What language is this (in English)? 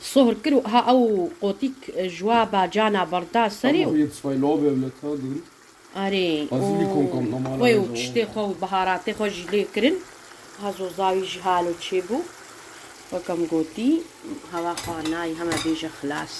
Kurdish